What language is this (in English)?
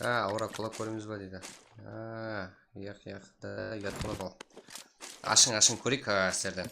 Kara-Kalpak